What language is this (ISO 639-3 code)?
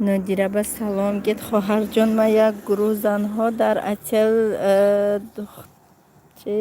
tgk